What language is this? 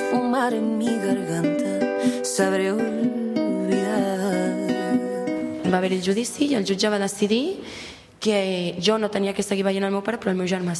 Catalan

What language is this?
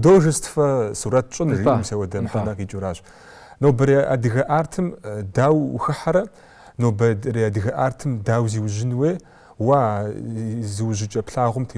Kabardian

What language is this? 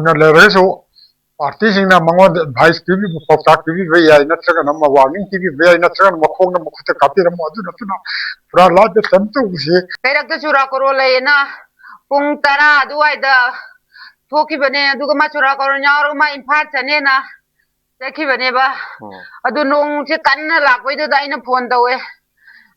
Manipuri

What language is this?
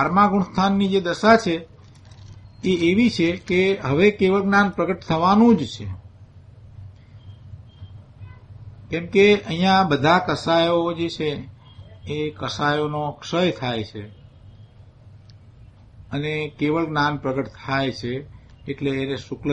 Gujarati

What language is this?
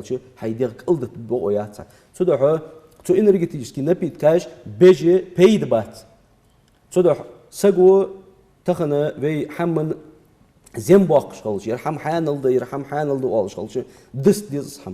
Ingush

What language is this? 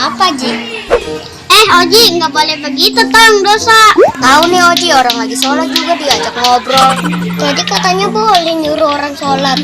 Betawi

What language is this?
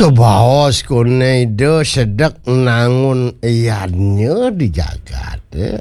Balinese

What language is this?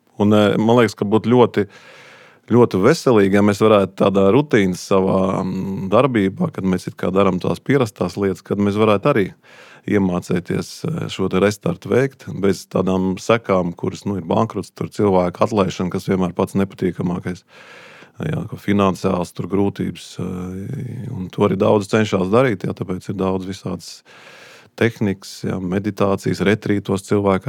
Latvian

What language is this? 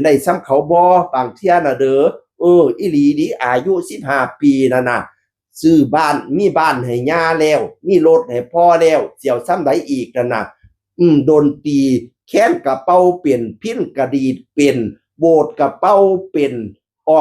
Northeastern Thai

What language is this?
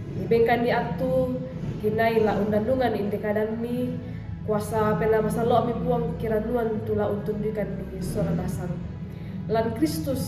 Toraja-Sa'dan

